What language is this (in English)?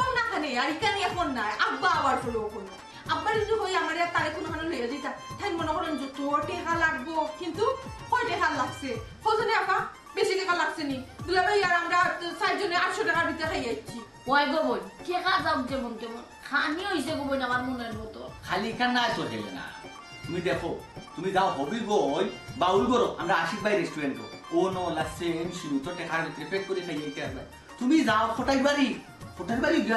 Sylheti